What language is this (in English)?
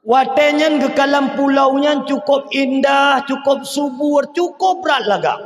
Achinese